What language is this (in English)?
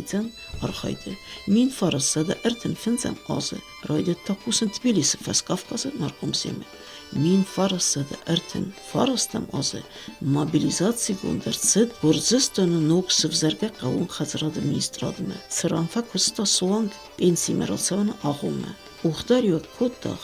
Ossetic